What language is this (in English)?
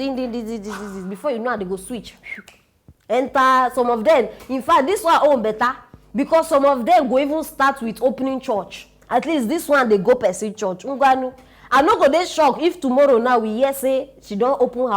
Nigerian Pidgin